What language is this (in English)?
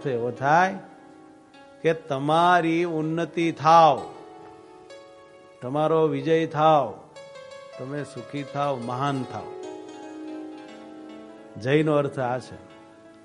Gujarati